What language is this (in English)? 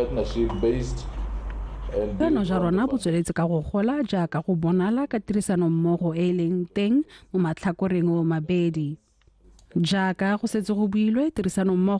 Tswana